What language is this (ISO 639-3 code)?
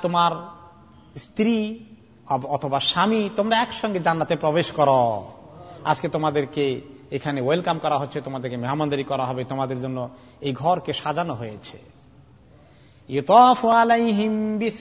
ben